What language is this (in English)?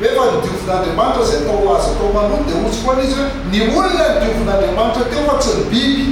Malagasy